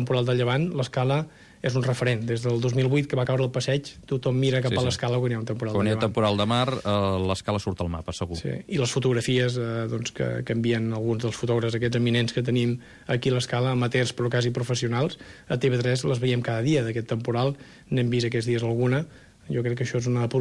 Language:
Catalan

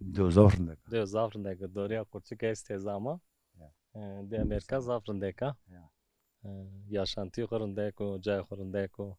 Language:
Zaza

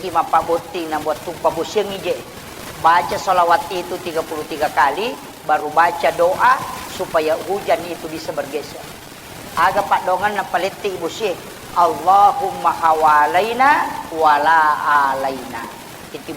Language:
Buginese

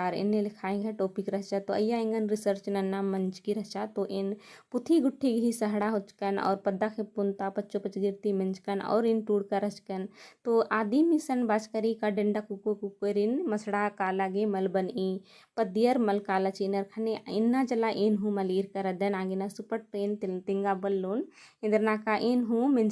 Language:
Kurukh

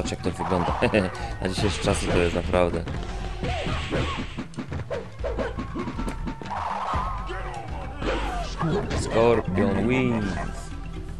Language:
Polish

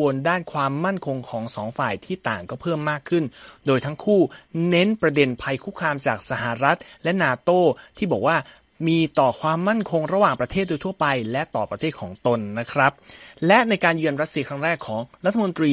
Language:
Thai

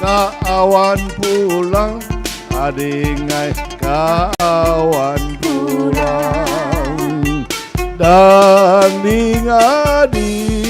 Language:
Banjar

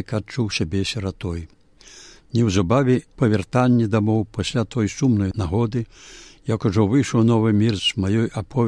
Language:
Belarusian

